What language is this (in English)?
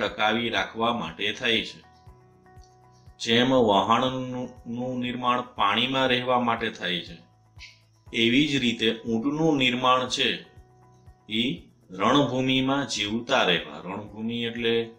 Gujarati